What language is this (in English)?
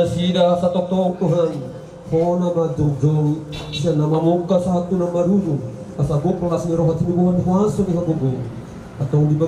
Batak Toba